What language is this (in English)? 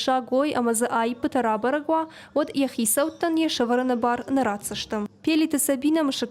Ossetic